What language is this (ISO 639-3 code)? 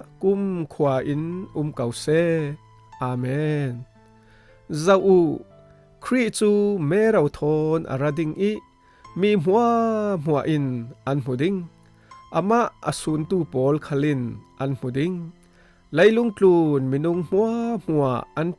cfm